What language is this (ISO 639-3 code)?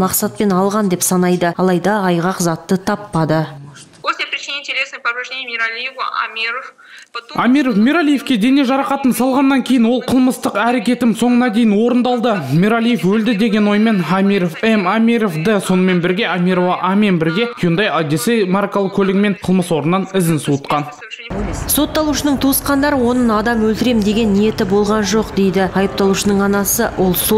kaz